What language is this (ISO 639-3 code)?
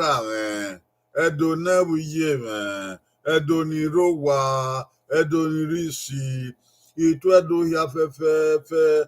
bin